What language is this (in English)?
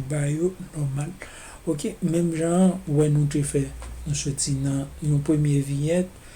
Haitian Creole